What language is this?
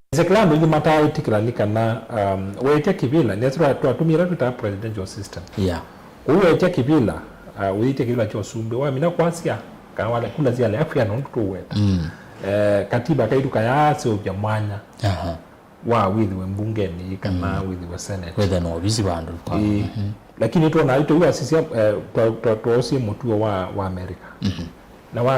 Kamba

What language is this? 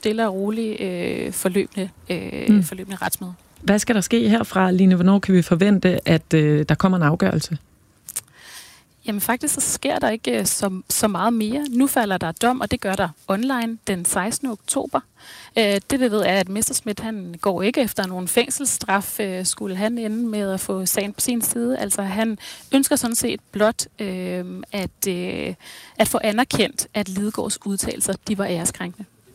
Danish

